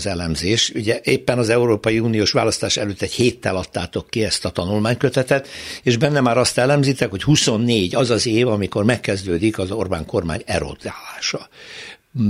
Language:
Hungarian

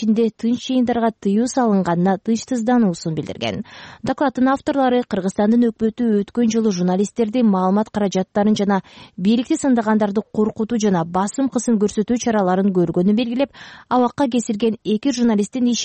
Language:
Kyrgyz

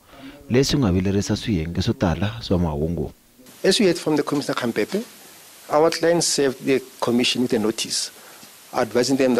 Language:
Tsonga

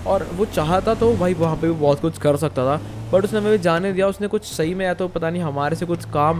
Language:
Hindi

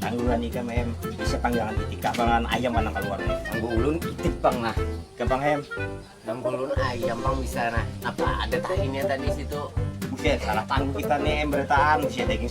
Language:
Banjar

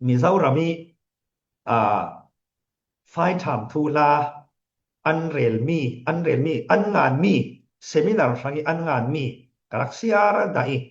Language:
Falam Chin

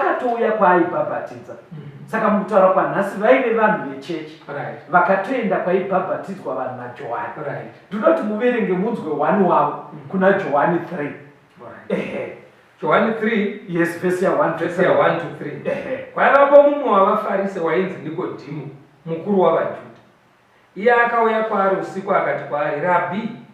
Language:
Shona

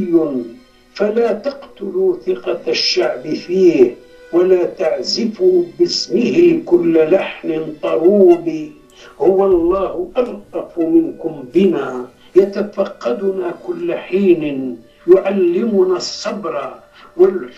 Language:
Algerian Arabic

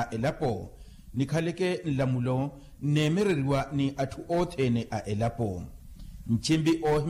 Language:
Makhuwa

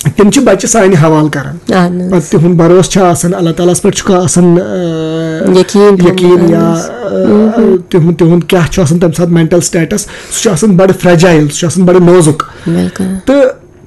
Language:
Kashmiri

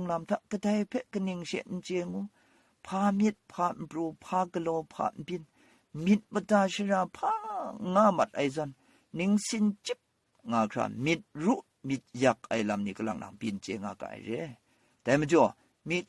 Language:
Kachin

